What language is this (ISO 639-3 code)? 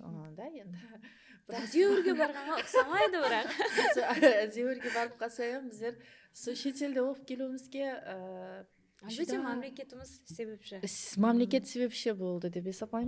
kaa